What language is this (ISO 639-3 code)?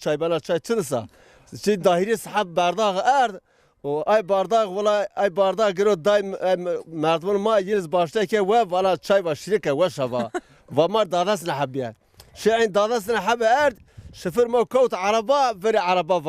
zza